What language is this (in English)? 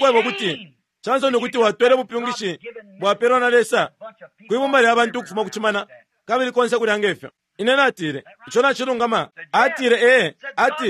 Bemba